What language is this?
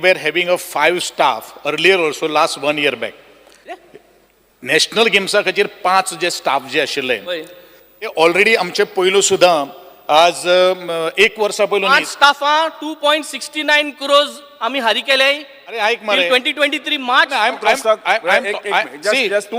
Konkani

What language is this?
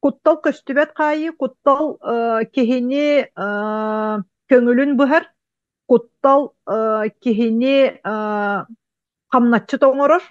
Yakut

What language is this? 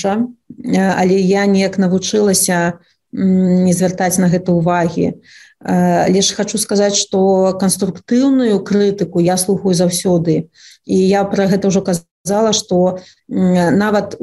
Belarusian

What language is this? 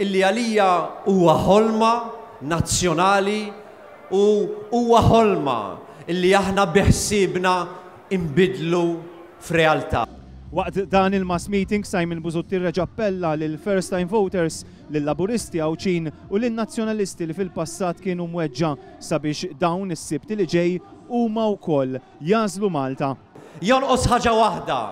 Maltese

